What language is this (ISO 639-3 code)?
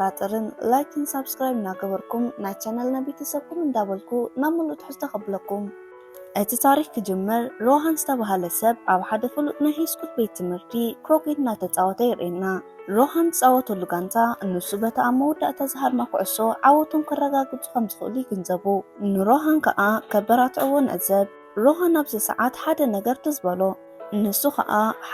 tir